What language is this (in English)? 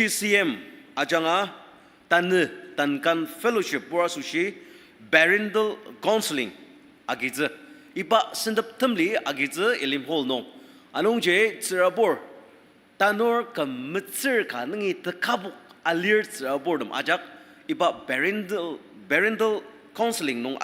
Ao Naga